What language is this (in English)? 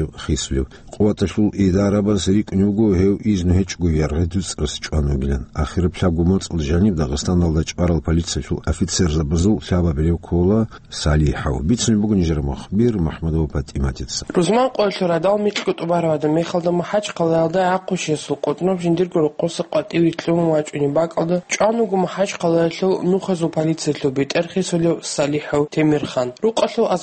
Avaric